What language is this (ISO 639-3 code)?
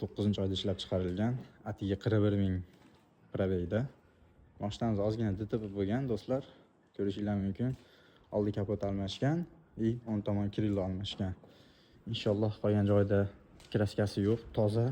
uzb